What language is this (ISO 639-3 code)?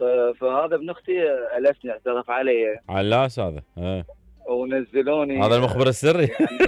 acm